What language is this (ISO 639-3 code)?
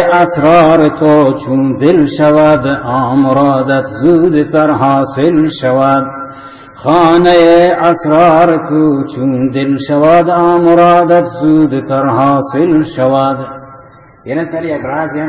bal